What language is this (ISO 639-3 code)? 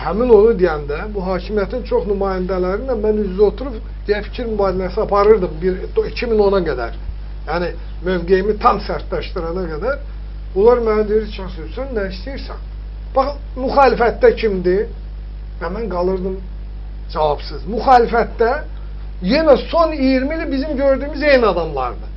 aze